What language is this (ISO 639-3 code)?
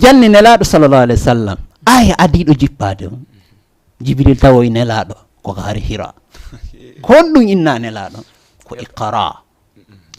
ful